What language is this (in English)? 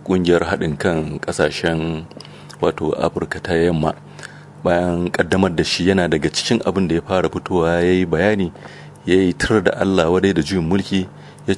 Hausa